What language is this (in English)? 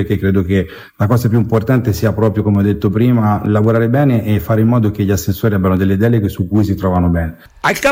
Italian